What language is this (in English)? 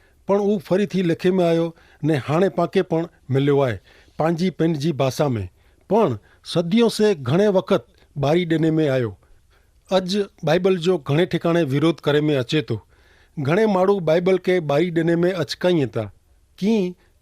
Kachhi